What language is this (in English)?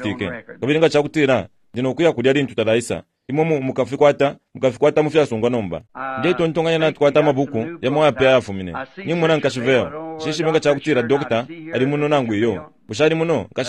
Bemba